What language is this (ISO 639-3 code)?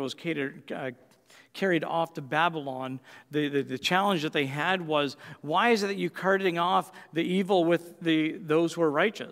eng